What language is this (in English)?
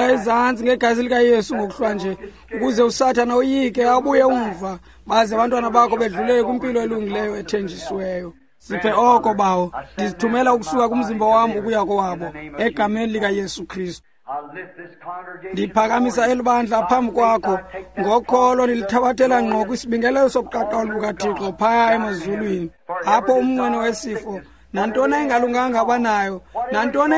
Xhosa